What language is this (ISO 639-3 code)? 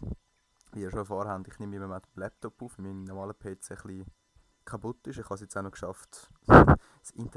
gsw